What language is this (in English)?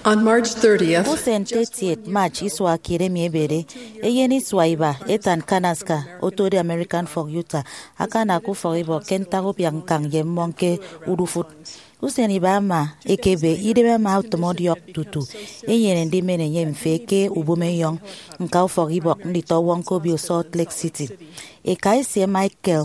Efik